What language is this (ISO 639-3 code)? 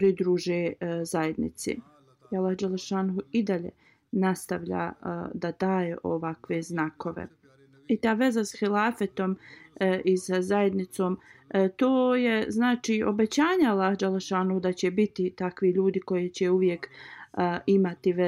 bos